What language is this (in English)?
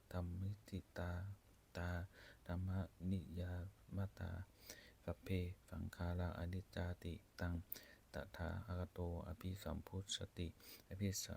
Pali